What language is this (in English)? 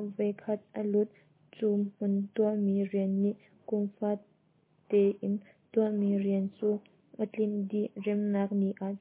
Hakha Chin